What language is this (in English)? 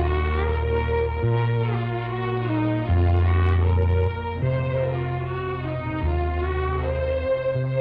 Kannada